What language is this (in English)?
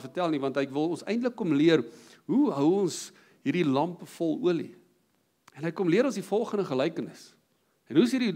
Afrikaans